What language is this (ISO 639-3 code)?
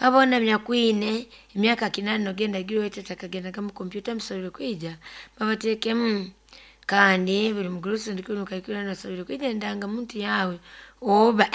nyo